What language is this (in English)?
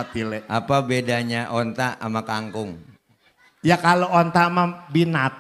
Betawi